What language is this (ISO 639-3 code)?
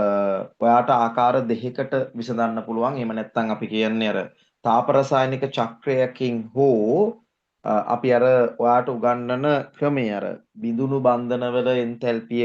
sin